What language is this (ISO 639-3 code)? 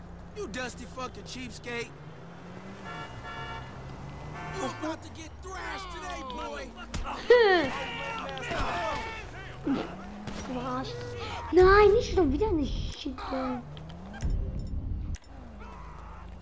deu